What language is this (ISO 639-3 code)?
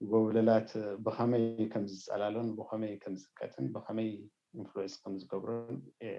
tir